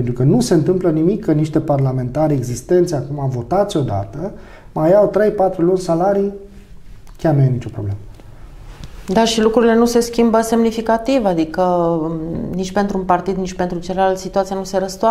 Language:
Romanian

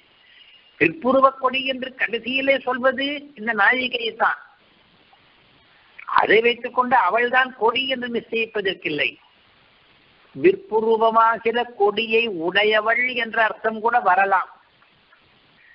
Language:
Tamil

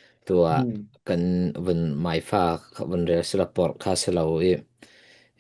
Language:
Falam Chin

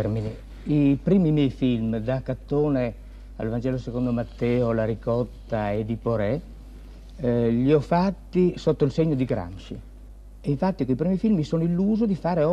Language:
Italian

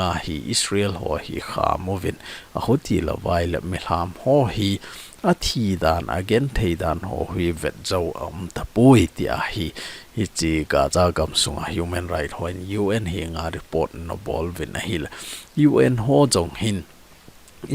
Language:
Thado Chin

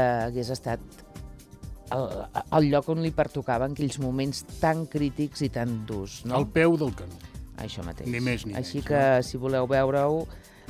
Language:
Catalan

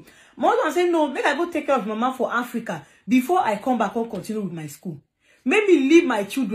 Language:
Nigerian Pidgin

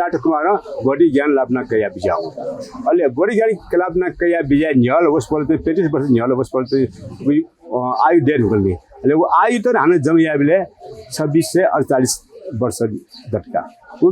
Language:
Newari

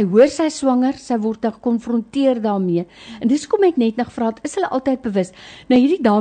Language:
Afrikaans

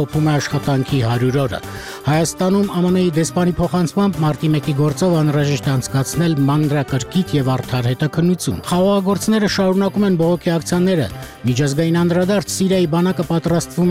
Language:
Armenian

